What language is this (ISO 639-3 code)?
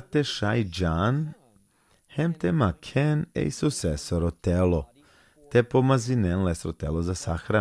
rmn